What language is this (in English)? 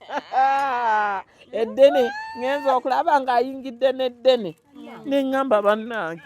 Ganda